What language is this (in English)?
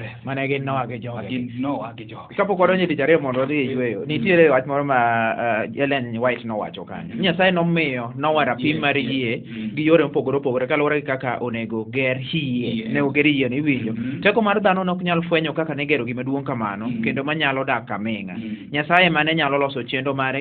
Luo (Kenya and Tanzania)